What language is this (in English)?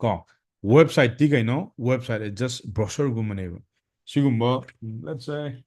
Manipuri